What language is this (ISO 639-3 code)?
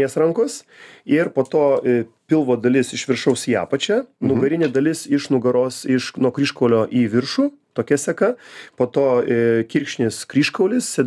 lit